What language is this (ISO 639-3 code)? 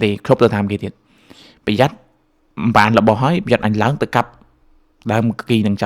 khm